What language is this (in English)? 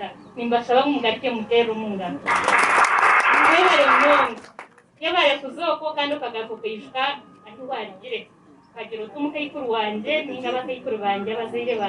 Nyankole